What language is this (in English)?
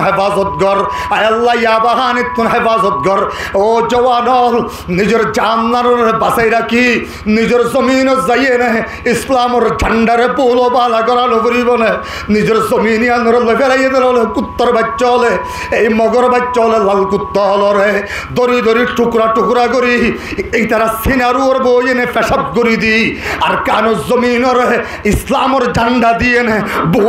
Rohingya